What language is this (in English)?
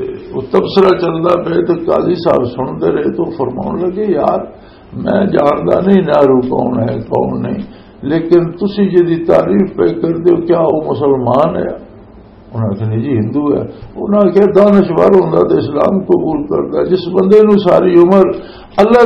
Western Panjabi